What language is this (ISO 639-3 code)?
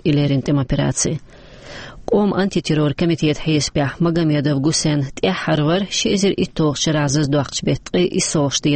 che